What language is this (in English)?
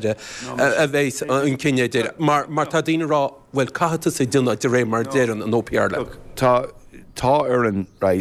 Irish